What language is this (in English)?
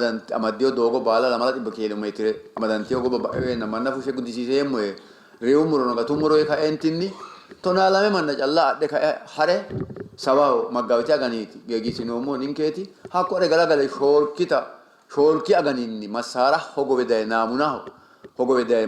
Sidamo